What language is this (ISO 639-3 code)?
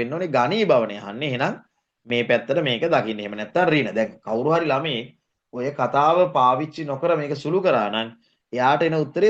sin